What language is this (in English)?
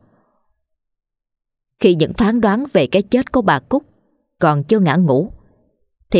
Vietnamese